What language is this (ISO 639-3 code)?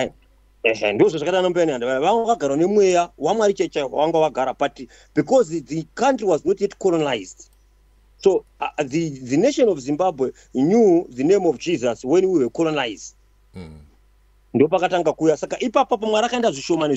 sna